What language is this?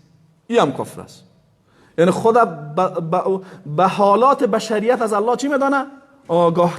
Persian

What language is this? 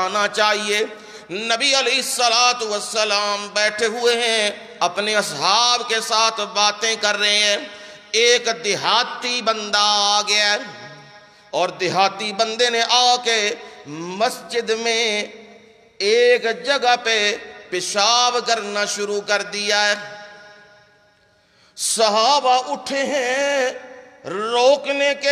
Urdu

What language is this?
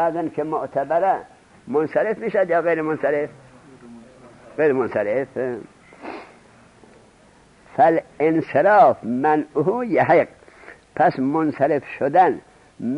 Persian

